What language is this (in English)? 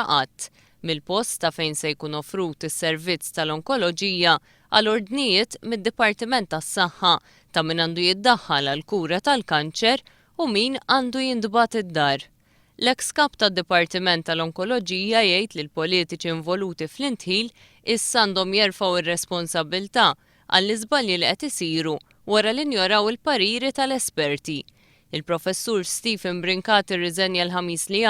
Maltese